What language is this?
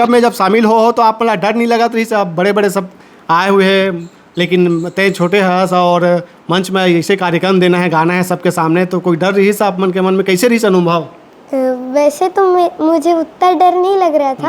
Chhattisgarhi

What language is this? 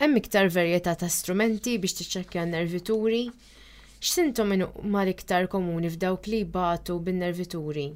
Maltese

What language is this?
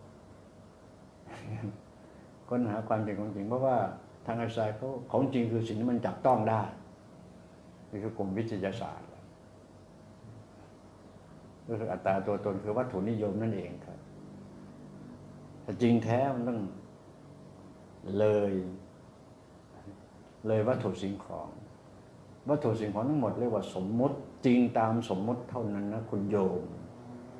Thai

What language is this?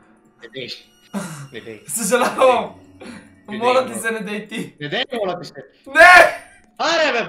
Bulgarian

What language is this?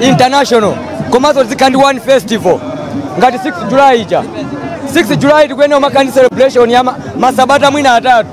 Nyanja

